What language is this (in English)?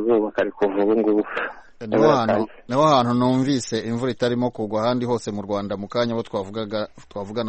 Kinyarwanda